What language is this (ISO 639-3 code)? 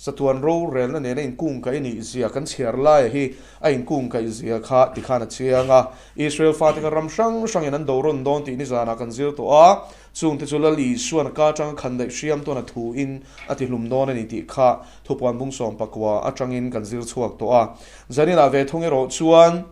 lus